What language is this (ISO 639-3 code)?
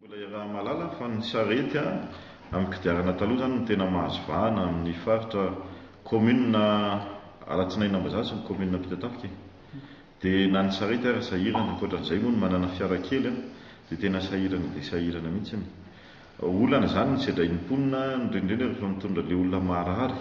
mlg